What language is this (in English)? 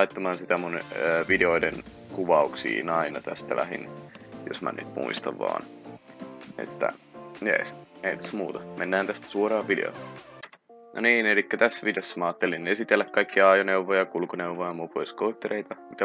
Finnish